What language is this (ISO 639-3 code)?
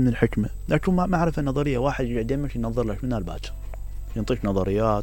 acm